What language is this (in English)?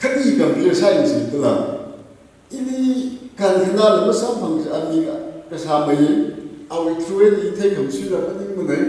Tangkhul Naga (India)